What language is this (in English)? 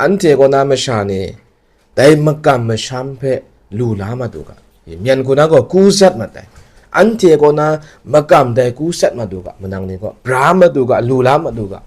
Kachin